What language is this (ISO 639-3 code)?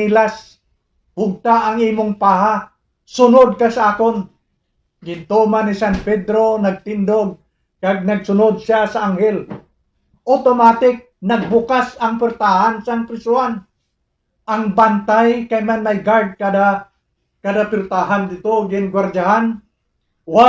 hil